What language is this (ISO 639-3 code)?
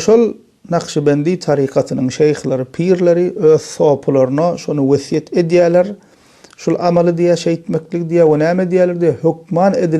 tuk